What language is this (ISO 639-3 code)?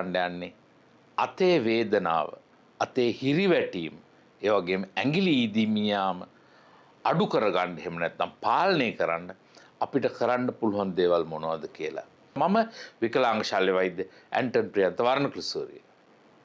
sin